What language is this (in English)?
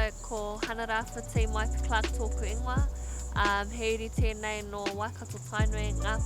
Māori